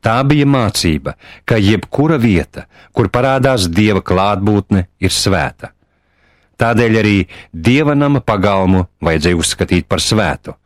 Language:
Latvian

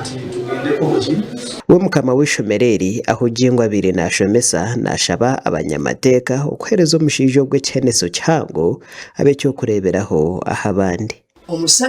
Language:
Nyankole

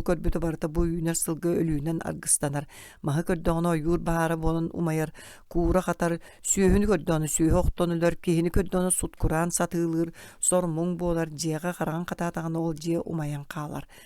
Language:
Yakut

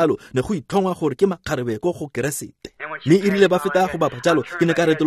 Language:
Tswana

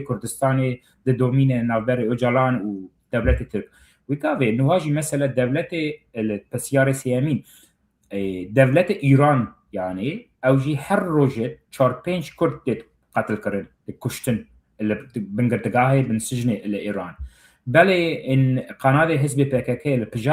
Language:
Kurdish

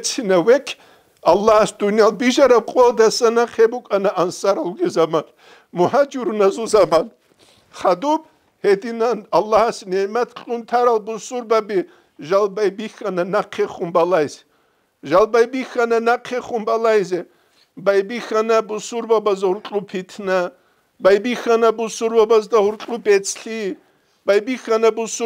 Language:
Avaric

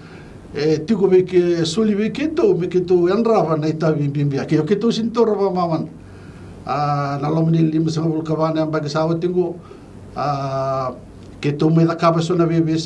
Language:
Fijian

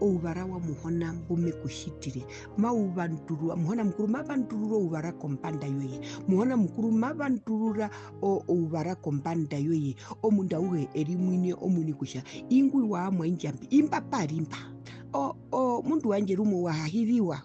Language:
Herero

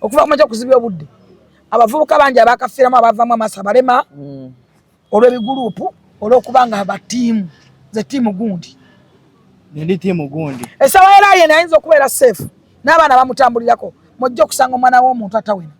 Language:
Ganda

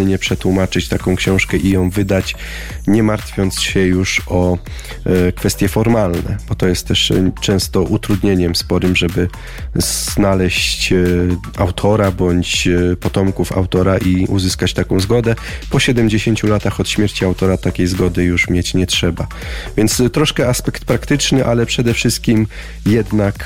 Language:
Polish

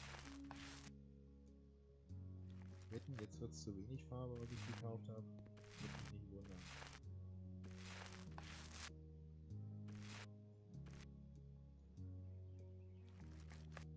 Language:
German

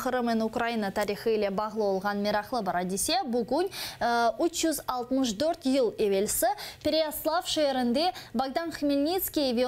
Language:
Crimean Tatar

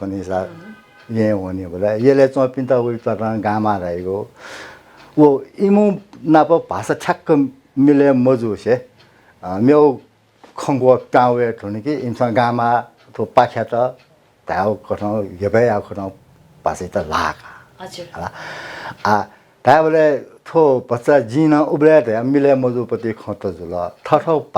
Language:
Newari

